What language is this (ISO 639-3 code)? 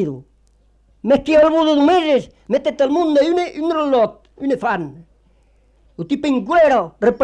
ita